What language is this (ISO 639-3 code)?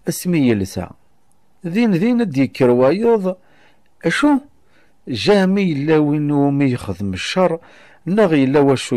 kab